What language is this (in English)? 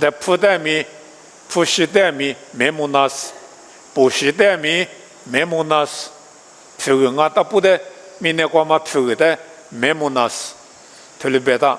Lisu